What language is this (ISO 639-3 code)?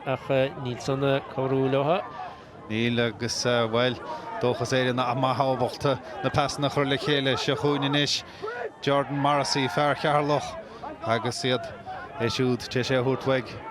gle